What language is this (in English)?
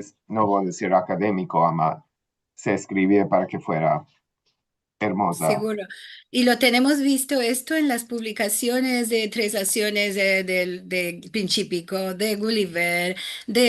Ladino